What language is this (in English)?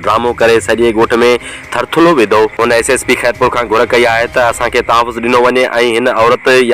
Sindhi